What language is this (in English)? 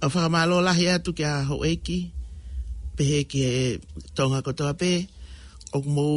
Tongan